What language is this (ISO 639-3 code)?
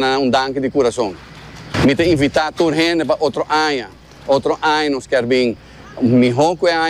pap